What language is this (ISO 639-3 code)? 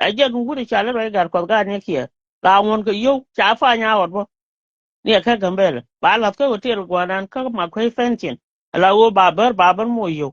nus